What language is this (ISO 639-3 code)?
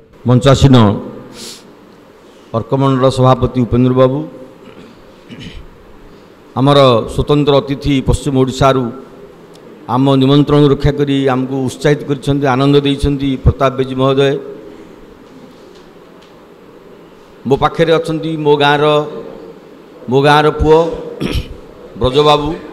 ori